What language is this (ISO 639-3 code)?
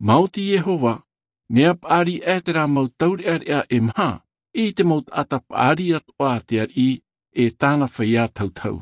tah